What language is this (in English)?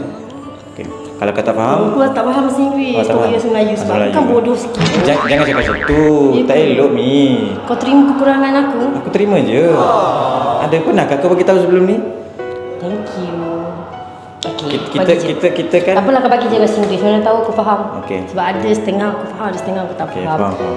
Malay